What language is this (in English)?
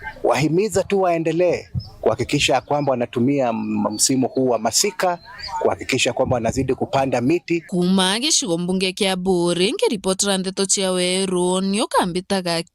Meru